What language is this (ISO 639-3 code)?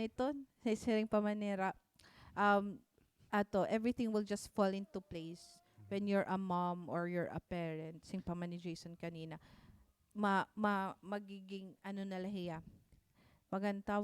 war